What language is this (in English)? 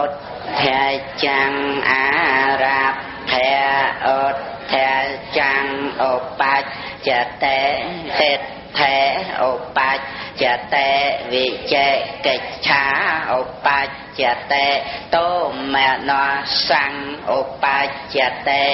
Khmer